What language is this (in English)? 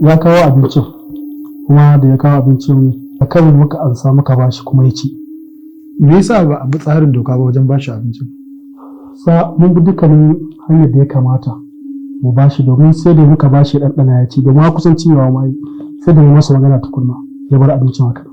Hausa